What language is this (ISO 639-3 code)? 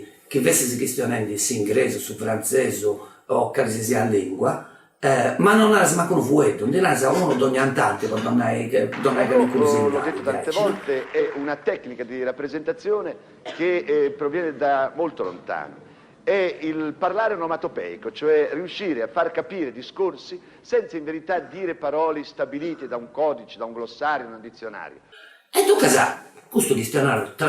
srd